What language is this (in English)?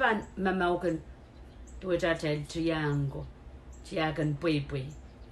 Pohnpeian